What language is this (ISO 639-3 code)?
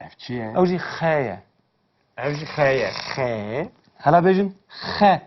kur